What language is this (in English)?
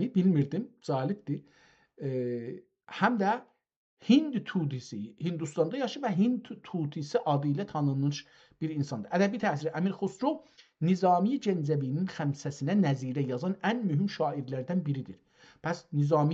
South Azerbaijani